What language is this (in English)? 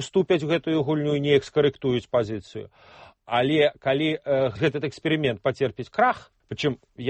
Belarusian